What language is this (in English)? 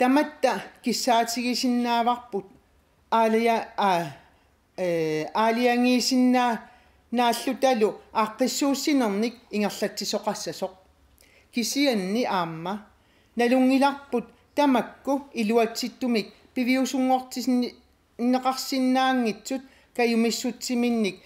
Kalaallisut